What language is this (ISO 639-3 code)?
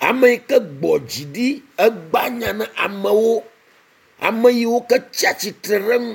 ewe